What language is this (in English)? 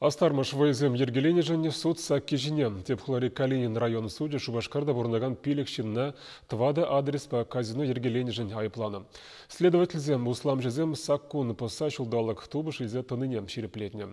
Chuvash